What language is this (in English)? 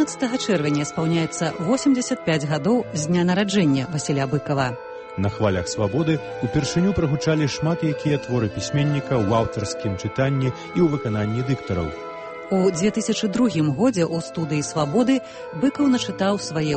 Belarusian